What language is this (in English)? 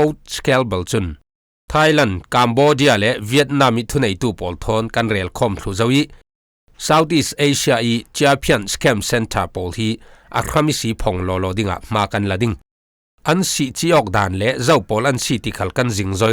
Falam Chin